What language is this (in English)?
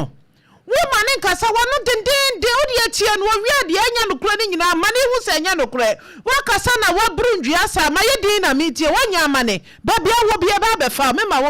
Akan